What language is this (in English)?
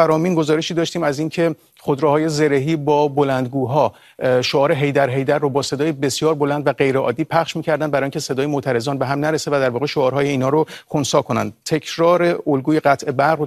Persian